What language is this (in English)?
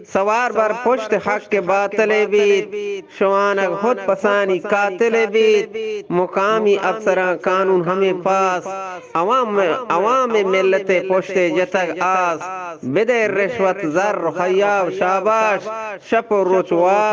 Eastern Balochi